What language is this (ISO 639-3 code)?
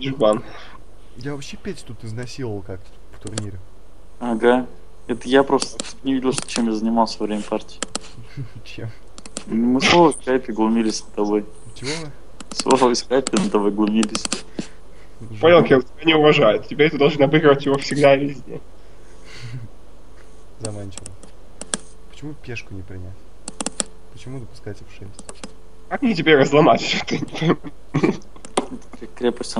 rus